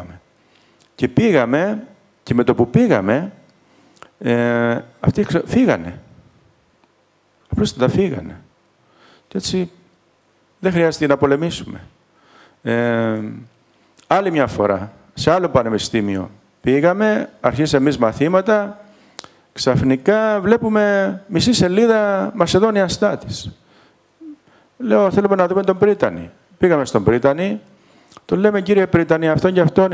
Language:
Greek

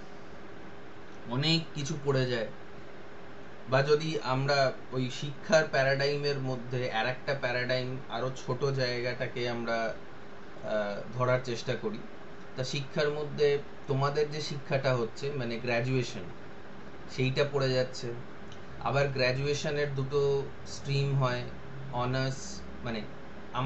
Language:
Bangla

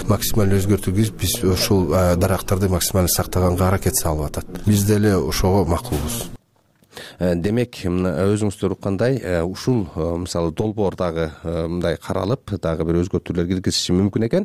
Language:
Kyrgyz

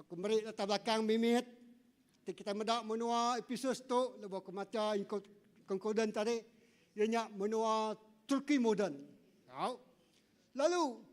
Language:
Iban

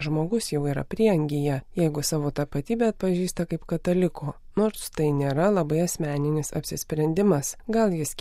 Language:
Lithuanian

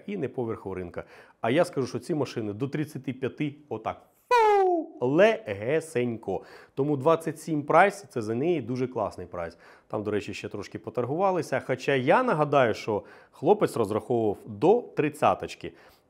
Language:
Ukrainian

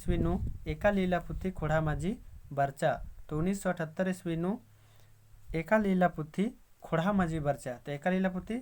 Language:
Kurukh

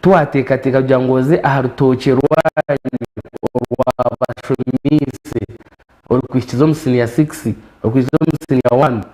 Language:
Nyankole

